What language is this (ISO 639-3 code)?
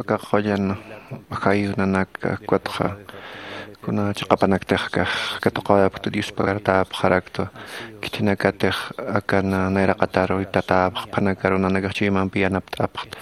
aym